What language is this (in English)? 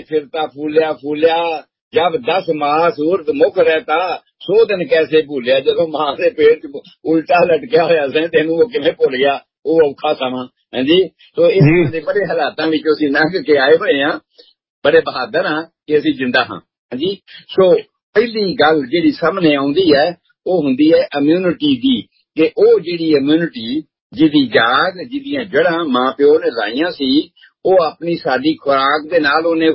Punjabi